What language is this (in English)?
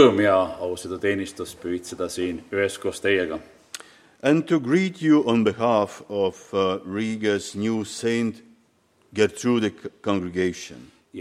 Estonian